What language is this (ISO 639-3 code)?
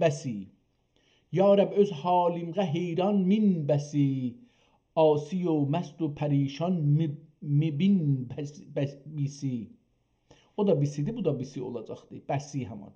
azb